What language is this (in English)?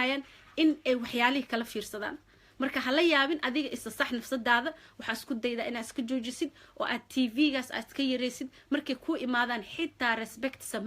Somali